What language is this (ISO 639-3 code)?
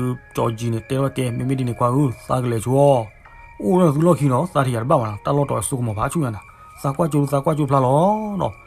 ksw